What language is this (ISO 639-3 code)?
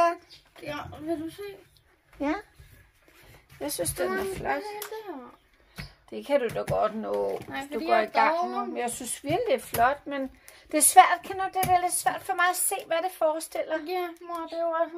dan